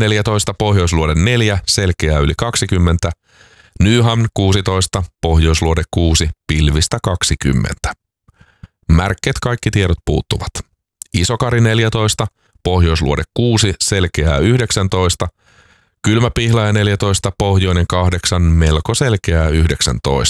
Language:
Finnish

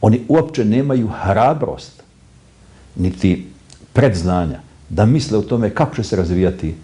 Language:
Bosnian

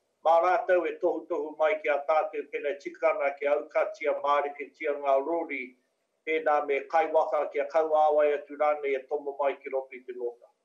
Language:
Māori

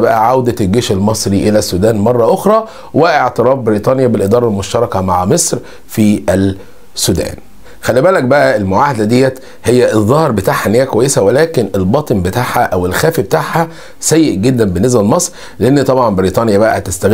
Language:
Egyptian Arabic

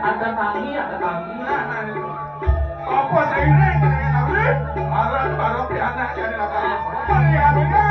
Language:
Balinese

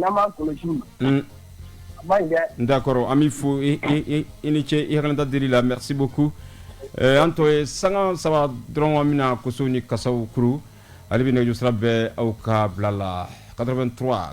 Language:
Bambara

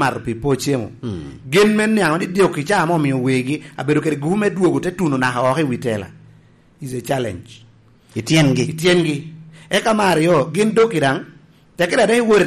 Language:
Lango (Uganda)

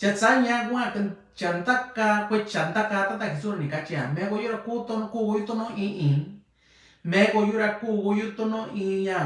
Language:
Mixtepec Mixtec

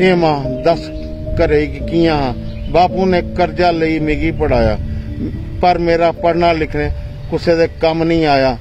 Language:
Dogri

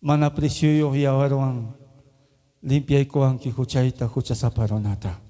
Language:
Ayacucho Quechua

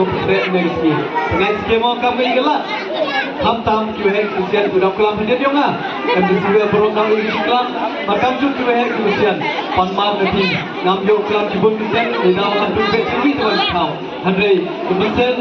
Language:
Khasi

